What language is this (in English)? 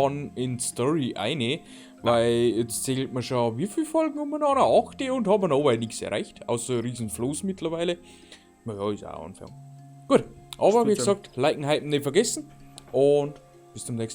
Bavarian